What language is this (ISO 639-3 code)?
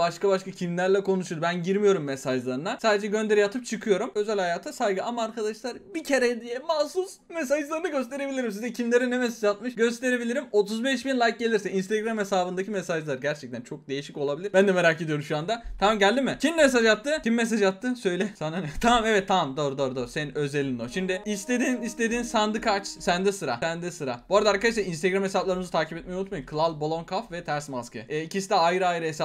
tur